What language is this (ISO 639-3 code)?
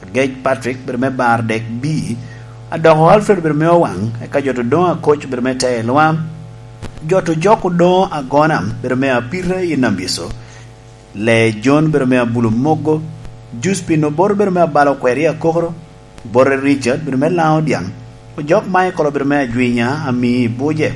laj